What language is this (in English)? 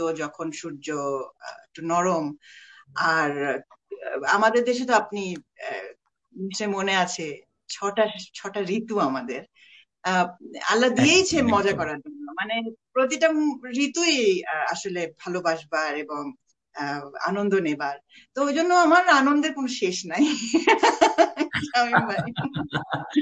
Bangla